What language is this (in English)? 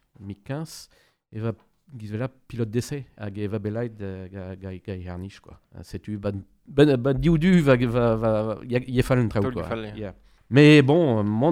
Breton